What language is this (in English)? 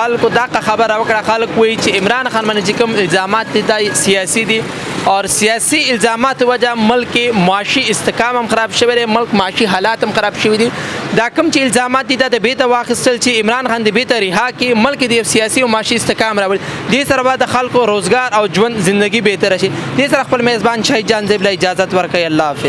Pashto